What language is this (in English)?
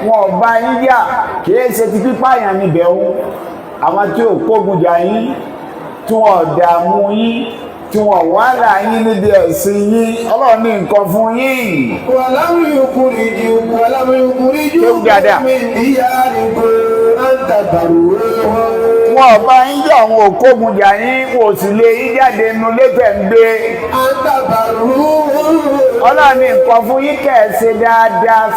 Yoruba